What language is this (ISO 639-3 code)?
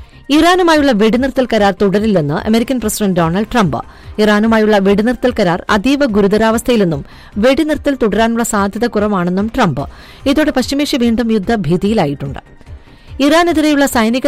mal